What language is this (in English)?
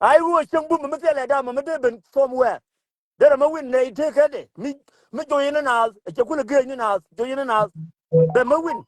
Nuer